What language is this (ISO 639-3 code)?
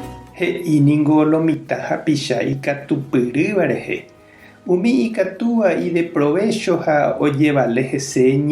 grn